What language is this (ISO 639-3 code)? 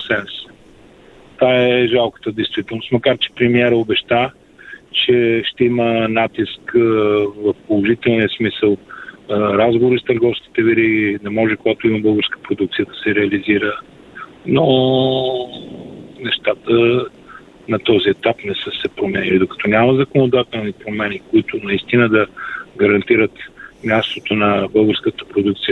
bul